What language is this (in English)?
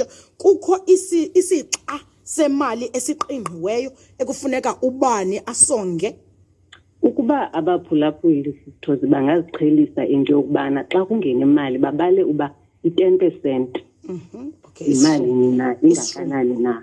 Xhosa